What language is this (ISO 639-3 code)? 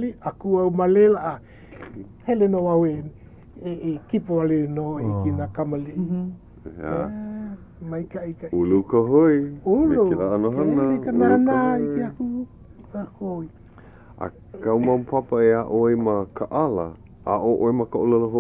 haw